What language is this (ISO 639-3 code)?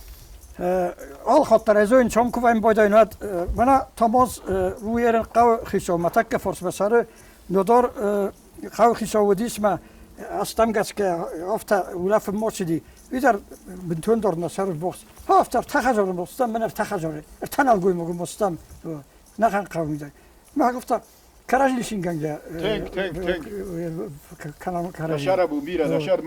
oss